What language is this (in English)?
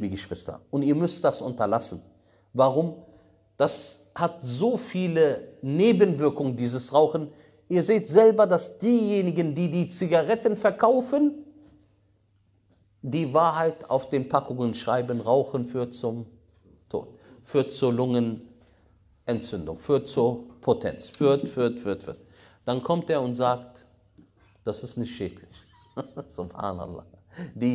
German